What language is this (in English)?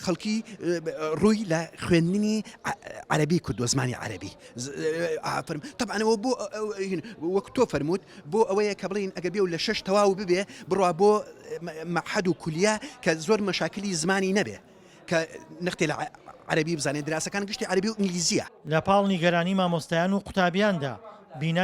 Central Kurdish